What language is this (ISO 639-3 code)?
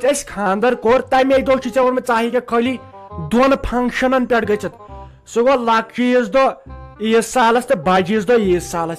kas